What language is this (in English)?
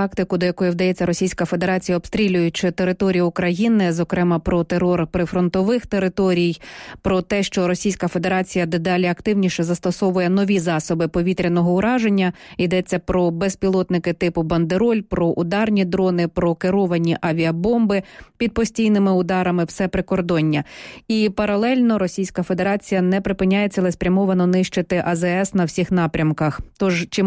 Ukrainian